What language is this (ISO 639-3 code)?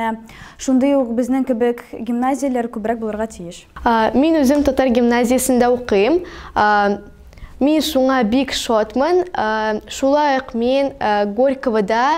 tat